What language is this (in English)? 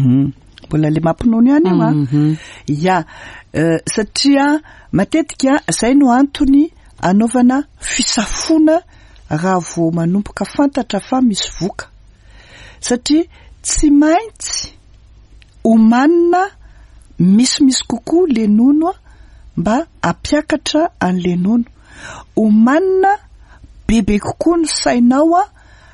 Malagasy